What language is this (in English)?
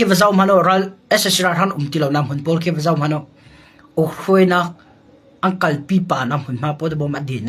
Hakha Chin